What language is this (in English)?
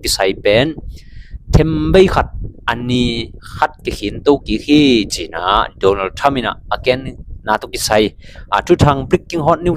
Tedim Chin